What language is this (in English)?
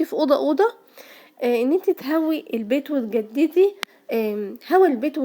Egyptian Arabic